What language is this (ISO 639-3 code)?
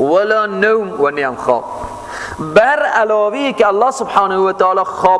fas